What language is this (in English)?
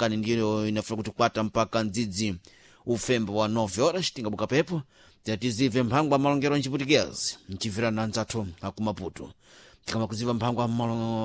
Sena